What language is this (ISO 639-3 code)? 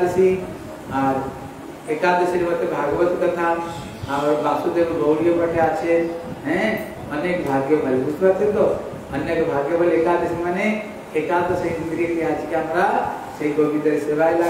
ben